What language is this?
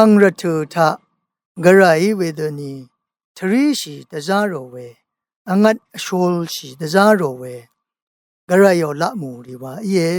Rawang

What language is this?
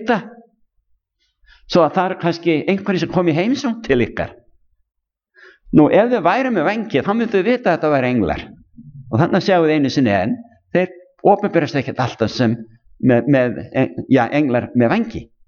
Icelandic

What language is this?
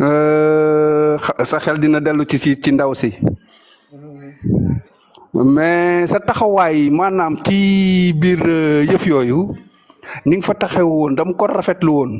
Wolof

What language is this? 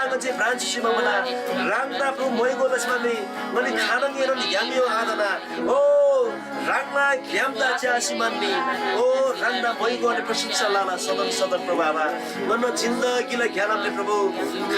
Eastern Tamang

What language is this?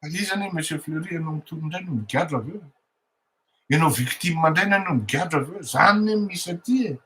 Malagasy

